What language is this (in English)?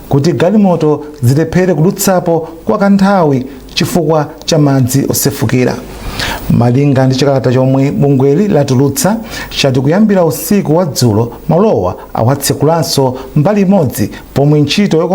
Nyanja